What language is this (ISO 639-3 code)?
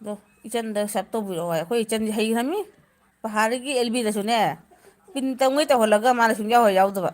mni